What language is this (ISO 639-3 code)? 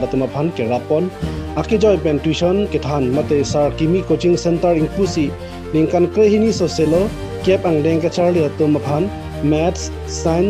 mjw